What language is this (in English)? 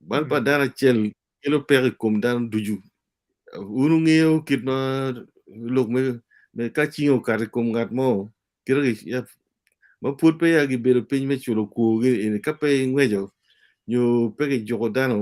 Acoli